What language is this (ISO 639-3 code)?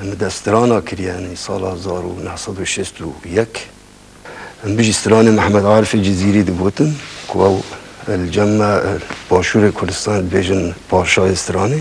kur